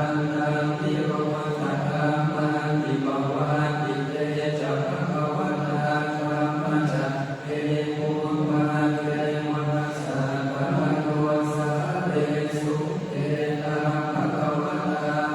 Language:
Pali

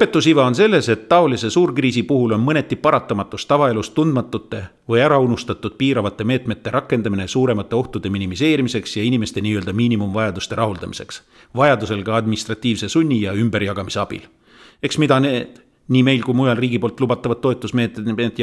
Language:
Estonian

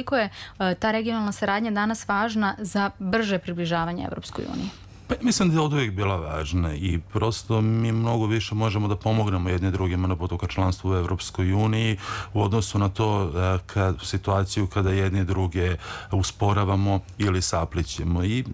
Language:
Serbian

